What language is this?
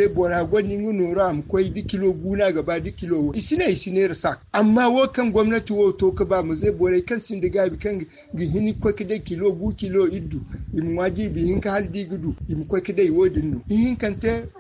Zarma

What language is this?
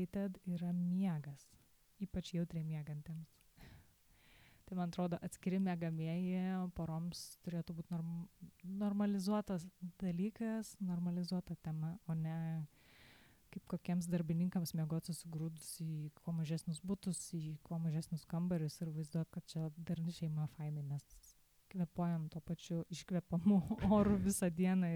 Lithuanian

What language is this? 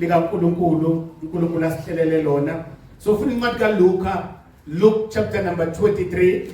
Zulu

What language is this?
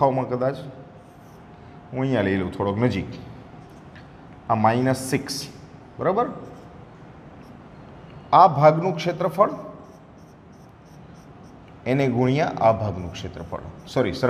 Gujarati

